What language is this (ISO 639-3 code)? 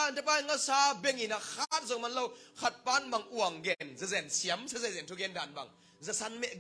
ctd